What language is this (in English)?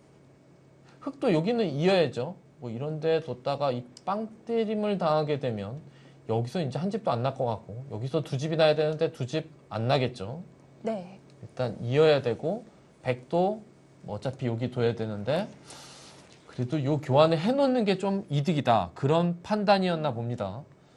Korean